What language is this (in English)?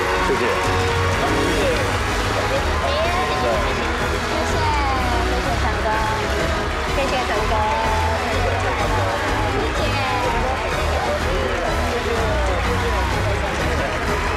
Chinese